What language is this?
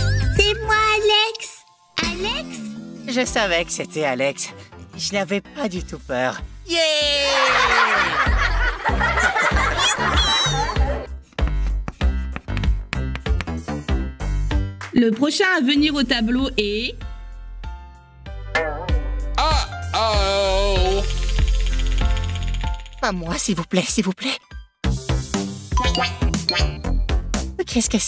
French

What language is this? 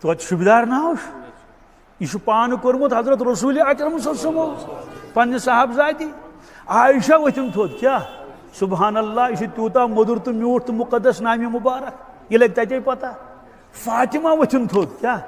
Kashmiri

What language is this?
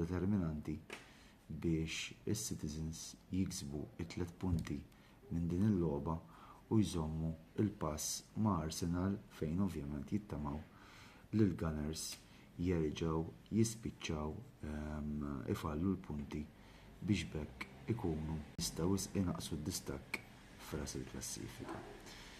Maltese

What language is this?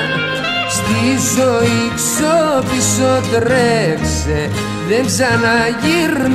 Greek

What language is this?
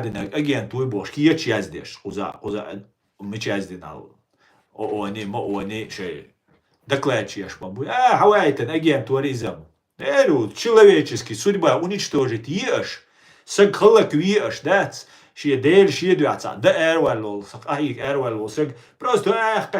Chechen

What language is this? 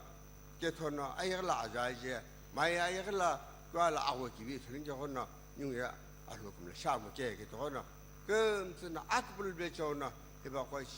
Sumi Naga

